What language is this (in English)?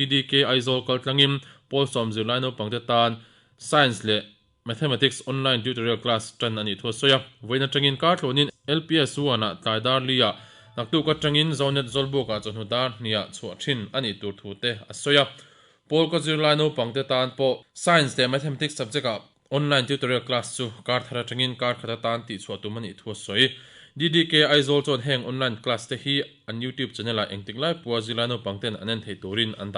Mizo